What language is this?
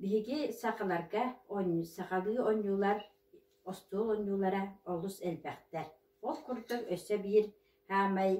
Yakut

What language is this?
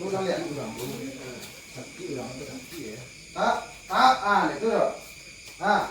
Minangkabau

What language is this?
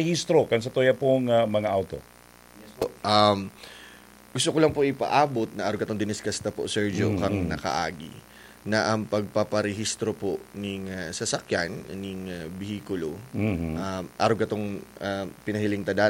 Bikol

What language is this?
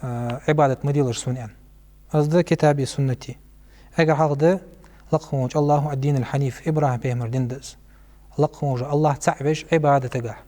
Ingush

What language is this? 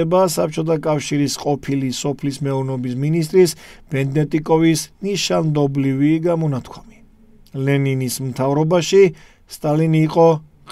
Georgian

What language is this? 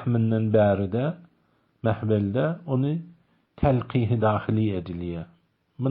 Turkmen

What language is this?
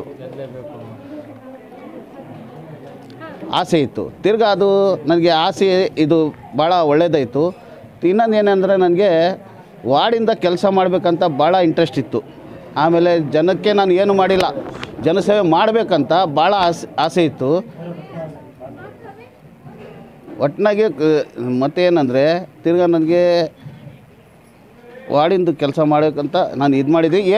Kannada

